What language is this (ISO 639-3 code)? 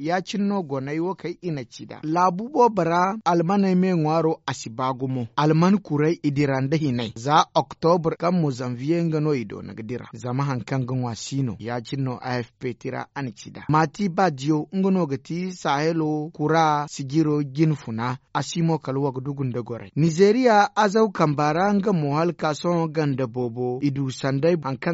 dje